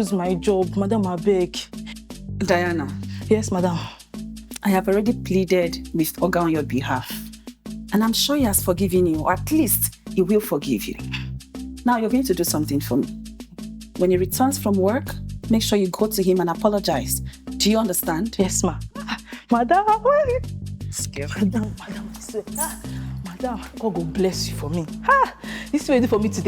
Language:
Nigerian Pidgin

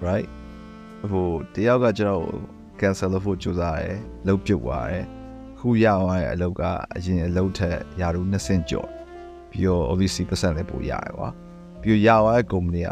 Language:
Burmese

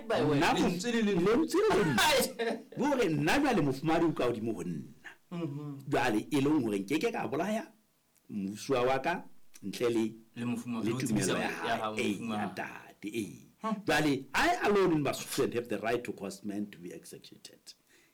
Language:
Southern Sotho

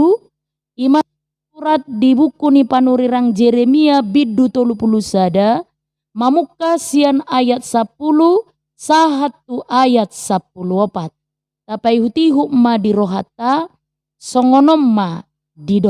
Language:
Batak Toba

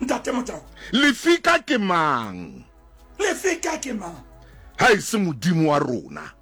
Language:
Southern Sotho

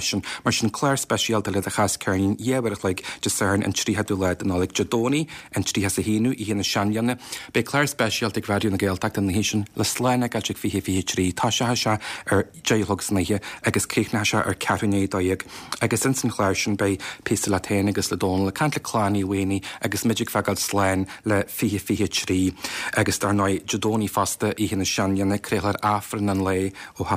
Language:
Irish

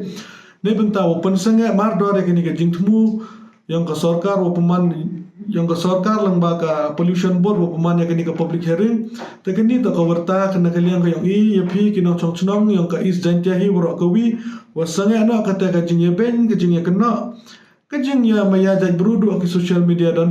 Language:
Pnar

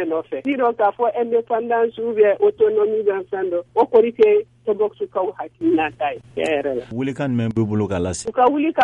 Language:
Bambara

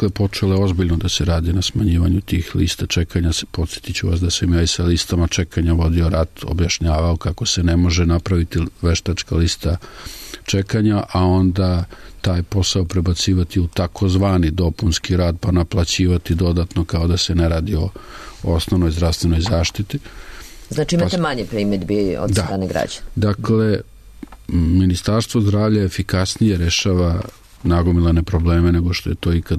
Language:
Serbian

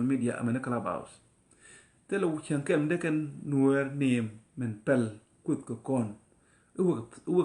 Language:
Nuer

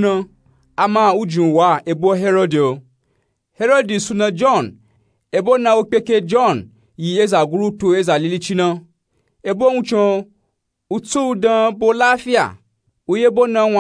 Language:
Nupe-Nupe-Tako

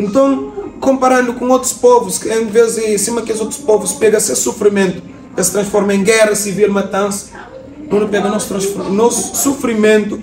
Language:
Kabuverdianu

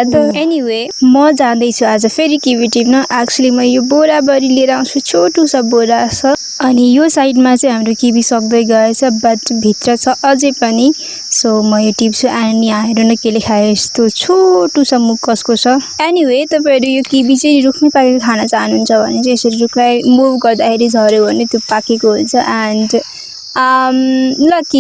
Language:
Nepali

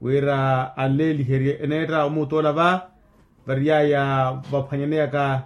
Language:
Makhuwa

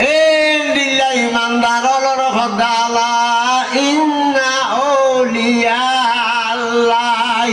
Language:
Rohingya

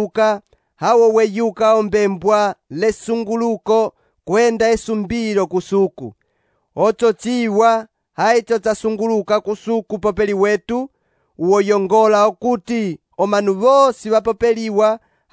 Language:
Umbundu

